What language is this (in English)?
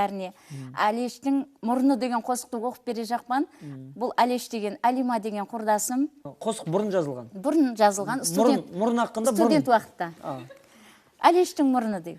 Kara-Kalpak